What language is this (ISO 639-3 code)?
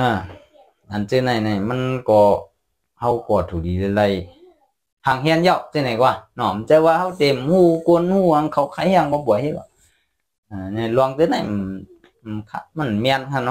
shn